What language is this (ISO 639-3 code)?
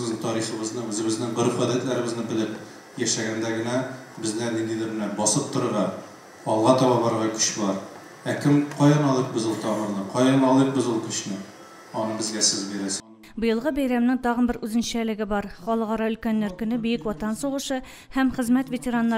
tat